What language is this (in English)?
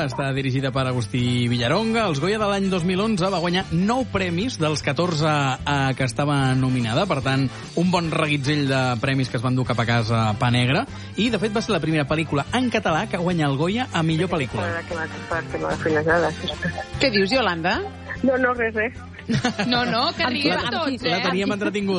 Catalan